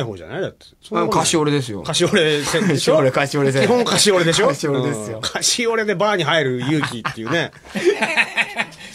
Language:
Japanese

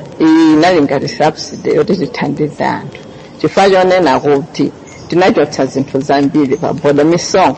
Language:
Nyanja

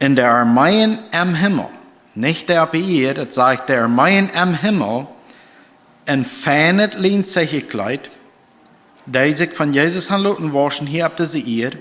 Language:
Plautdietsch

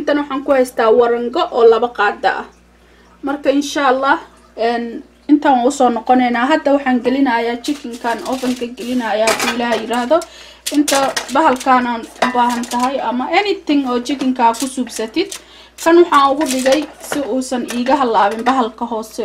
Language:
Somali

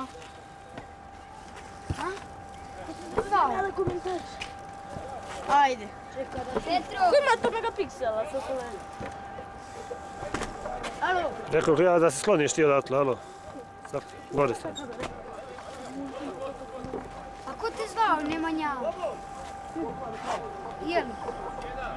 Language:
Serbian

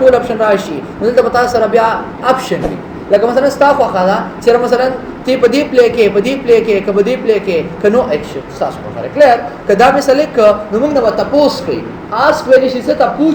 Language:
Pashto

